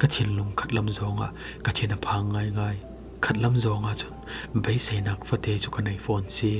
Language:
Falam Chin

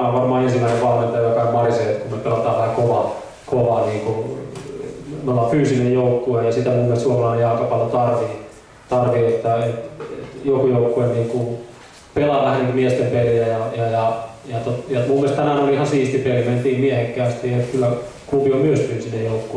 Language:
Finnish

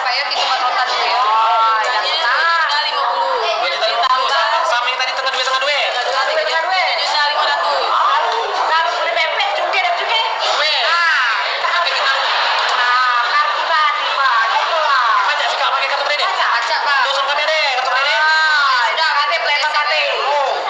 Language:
Musi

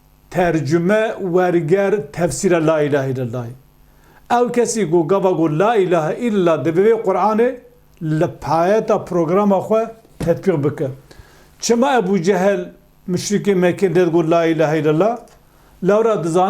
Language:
Kurdish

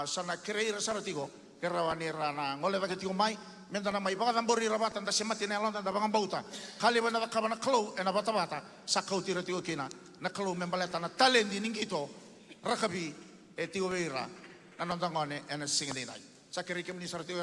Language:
Fijian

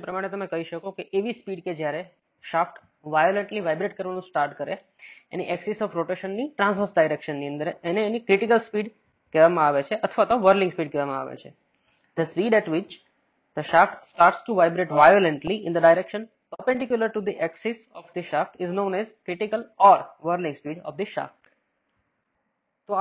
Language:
Gujarati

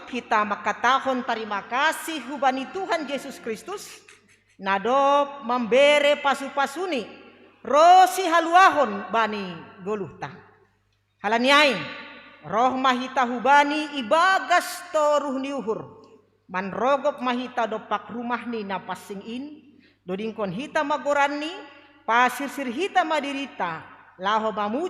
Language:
Batak Simalungun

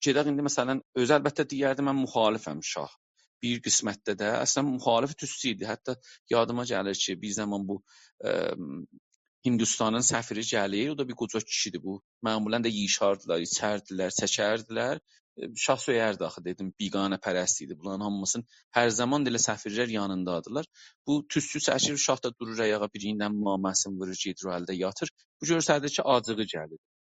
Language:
South Azerbaijani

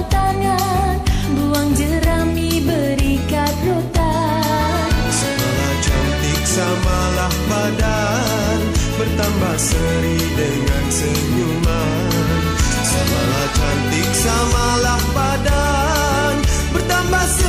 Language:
Malay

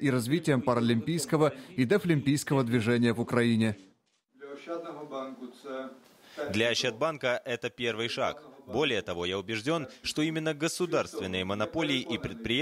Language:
Russian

